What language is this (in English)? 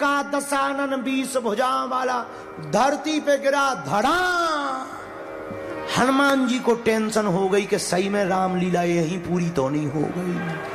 Hindi